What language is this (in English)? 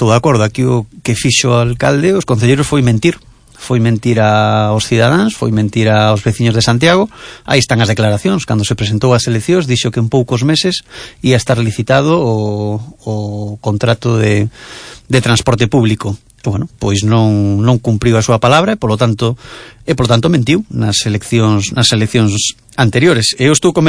Galician